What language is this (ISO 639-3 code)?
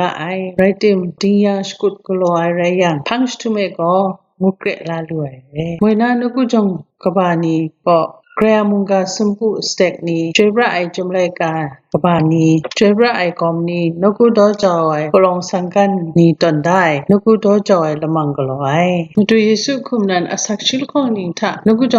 kac